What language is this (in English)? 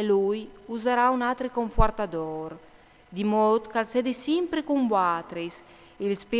Friulian